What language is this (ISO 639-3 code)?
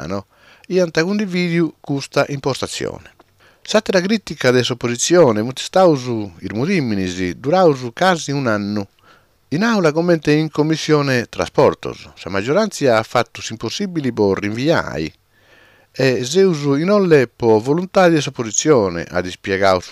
srd